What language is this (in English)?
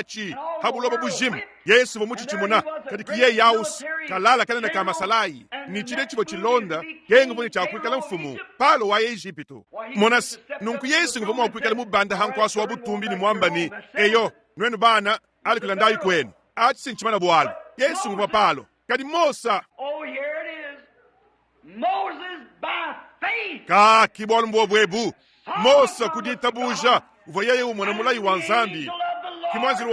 Luba-Lulua